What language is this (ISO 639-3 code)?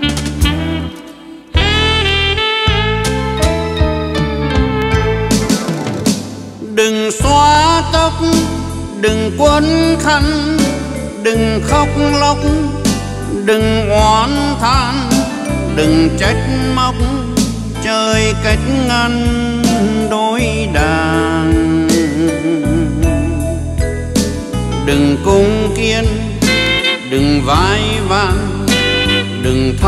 vie